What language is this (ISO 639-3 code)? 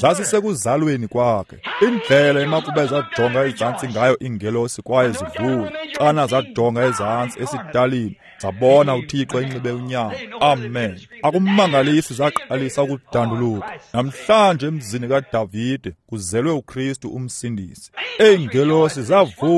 xho